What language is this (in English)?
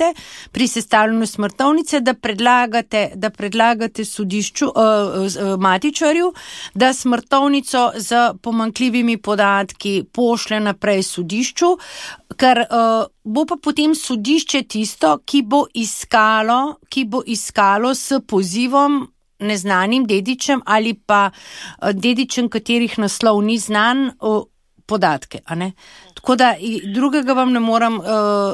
Slovenian